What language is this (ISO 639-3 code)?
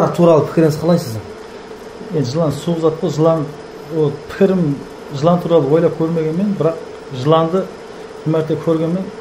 kaa